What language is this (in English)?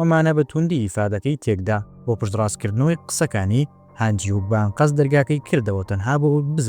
Central Kurdish